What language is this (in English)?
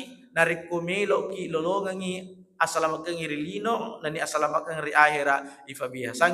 Buginese